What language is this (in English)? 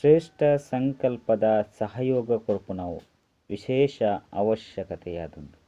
Tulu